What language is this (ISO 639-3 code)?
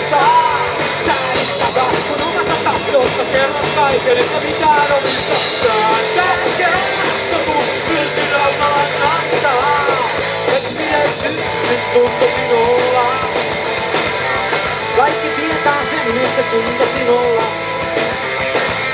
fin